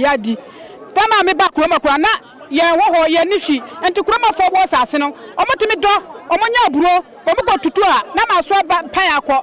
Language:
Akan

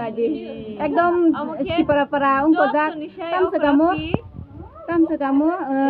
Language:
Kok Borok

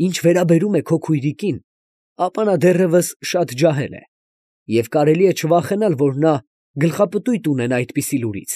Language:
Armenian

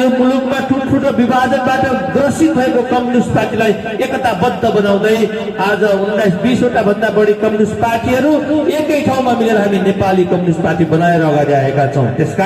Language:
Nepali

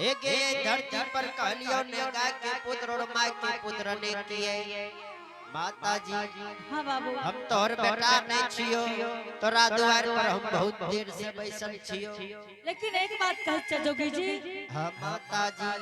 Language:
Angika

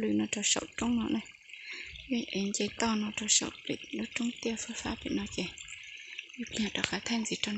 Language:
Hmong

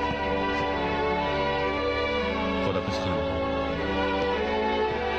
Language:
Persian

